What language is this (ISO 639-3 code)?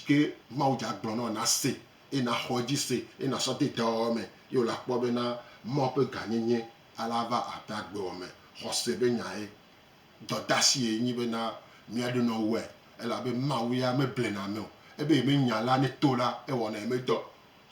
gej